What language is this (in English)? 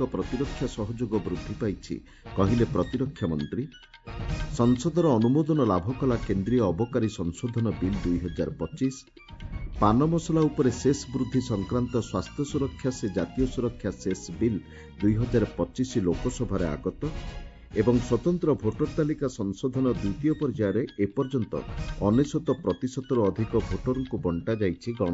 Odia